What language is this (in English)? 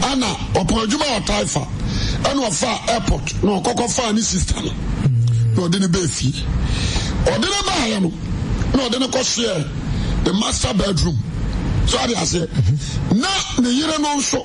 Akan